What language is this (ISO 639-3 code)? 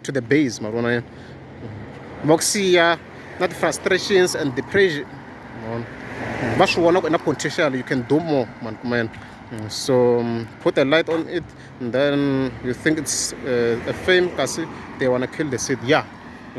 tso